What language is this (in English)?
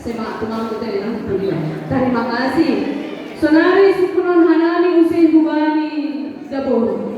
Batak Simalungun